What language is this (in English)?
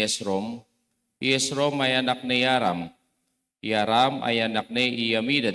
Pampanga